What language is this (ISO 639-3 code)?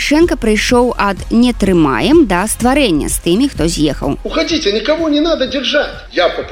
bel